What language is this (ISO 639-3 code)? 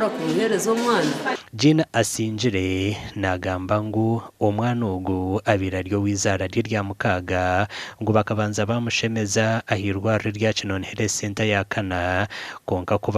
nyn